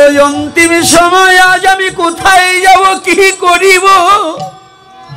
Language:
Bangla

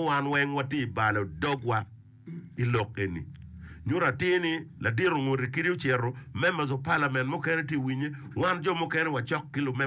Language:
Acoli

